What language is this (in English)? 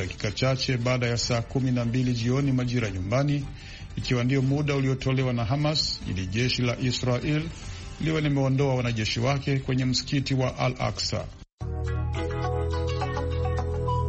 Swahili